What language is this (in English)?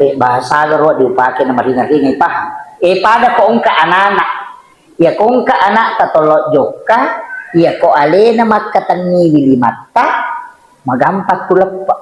Buginese